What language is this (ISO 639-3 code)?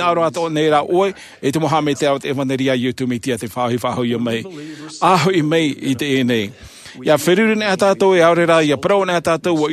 tah